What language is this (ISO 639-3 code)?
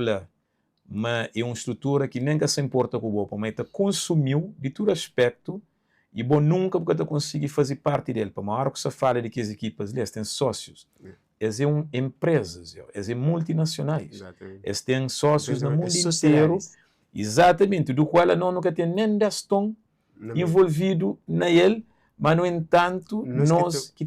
kea